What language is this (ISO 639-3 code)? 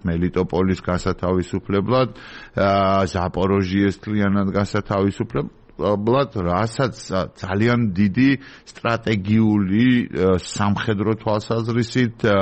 kat